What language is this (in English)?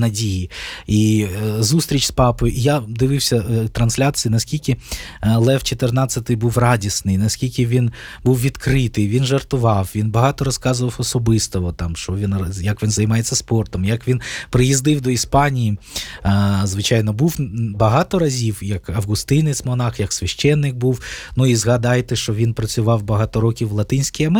Ukrainian